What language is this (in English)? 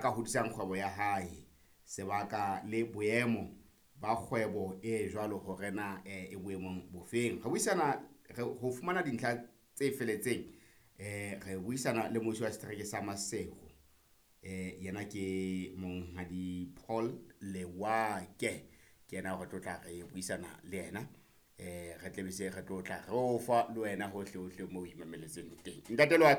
Southern Sotho